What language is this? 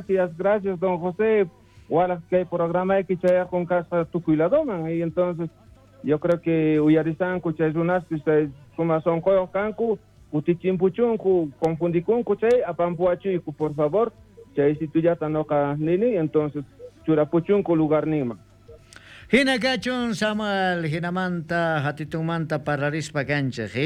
South Bolivian Quechua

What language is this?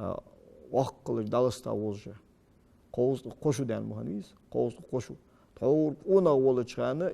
Ingush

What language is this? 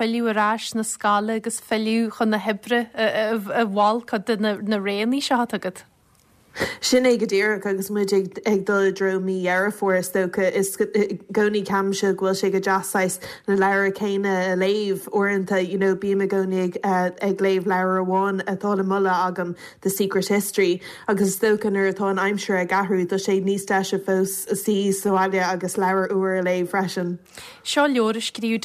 Irish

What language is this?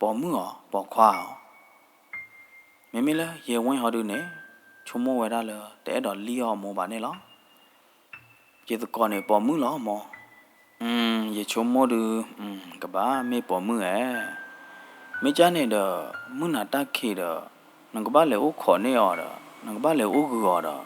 S'gaw Karen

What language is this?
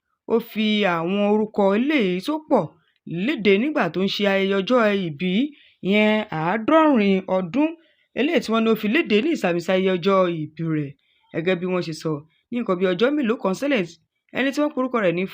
Yoruba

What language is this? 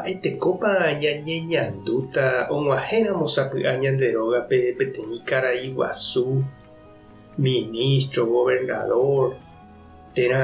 Guarani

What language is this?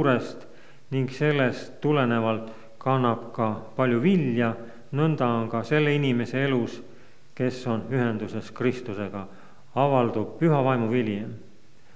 Estonian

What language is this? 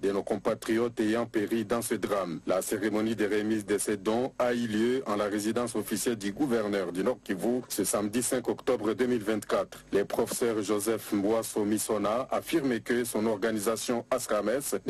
French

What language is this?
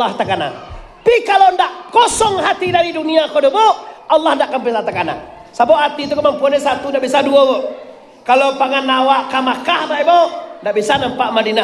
Minangkabau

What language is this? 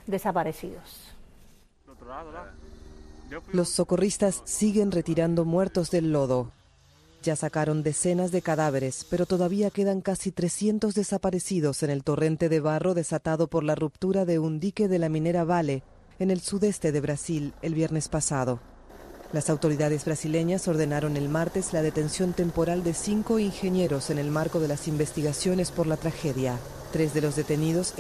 Spanish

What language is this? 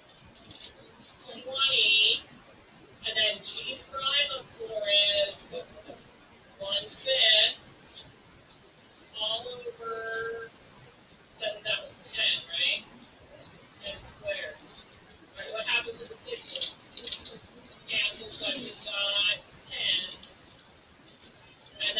English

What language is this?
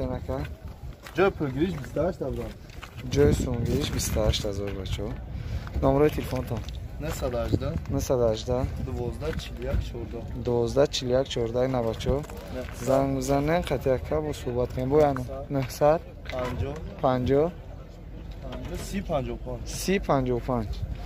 Tajik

